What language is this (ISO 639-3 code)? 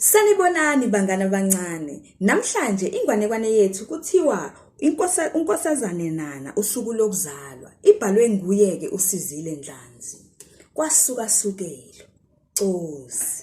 zul